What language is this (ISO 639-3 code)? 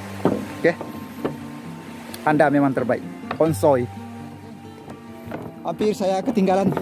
msa